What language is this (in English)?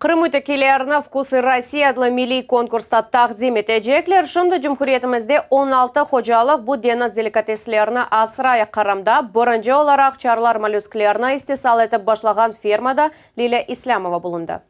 Crimean Tatar